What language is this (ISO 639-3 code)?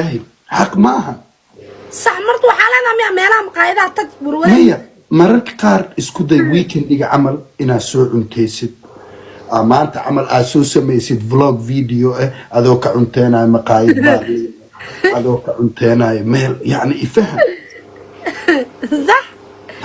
som